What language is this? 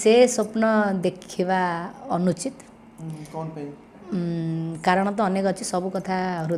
Odia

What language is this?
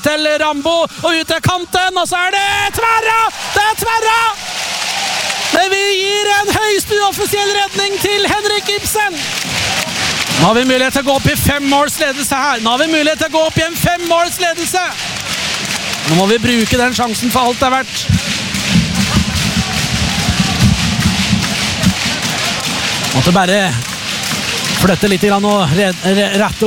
Norwegian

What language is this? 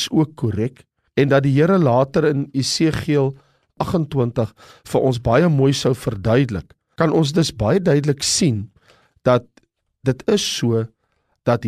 Afrikaans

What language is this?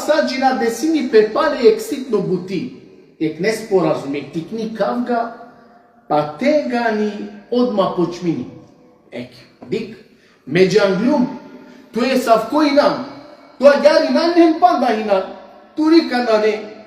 Balkan Romani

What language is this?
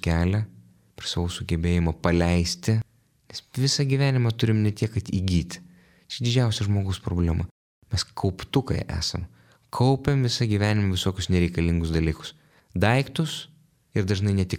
Lithuanian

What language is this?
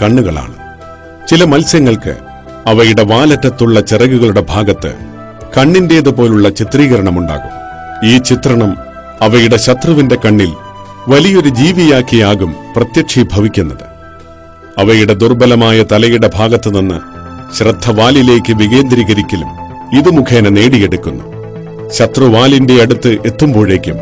Malayalam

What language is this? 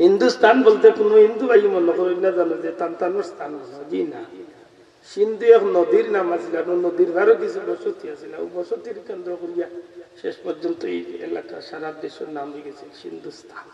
Sylheti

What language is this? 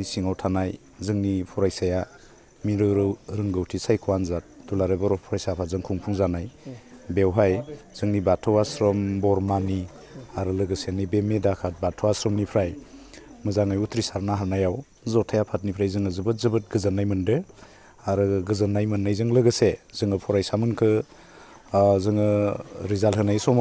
Bodo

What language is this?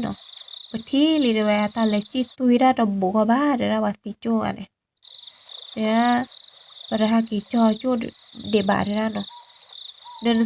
S'gaw Karen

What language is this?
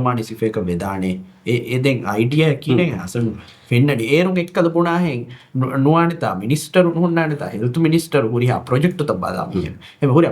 Divehi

